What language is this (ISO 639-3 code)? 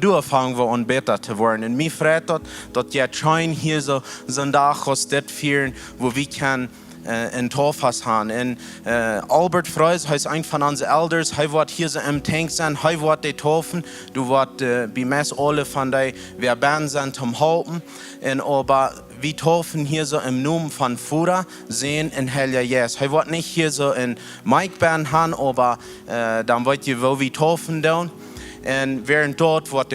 pdt